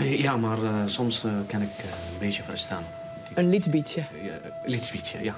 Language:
Western Frisian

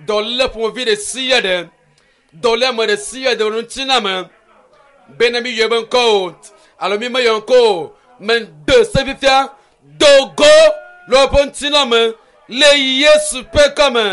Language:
Ewe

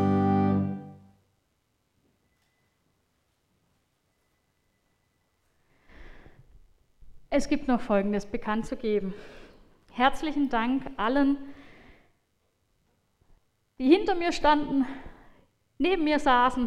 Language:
German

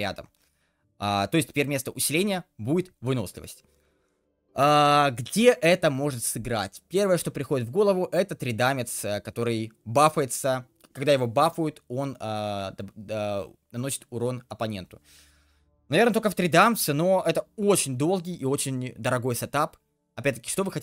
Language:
Russian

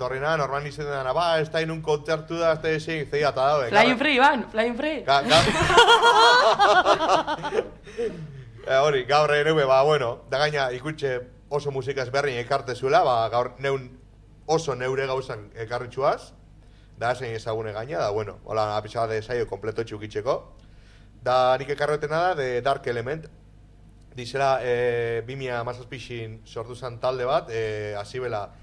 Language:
Basque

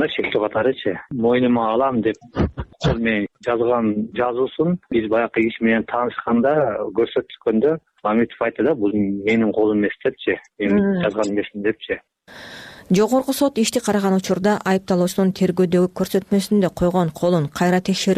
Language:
Kyrgyz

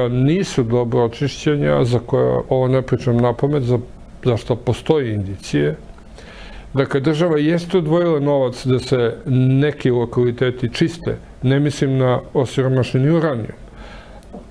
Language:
Serbian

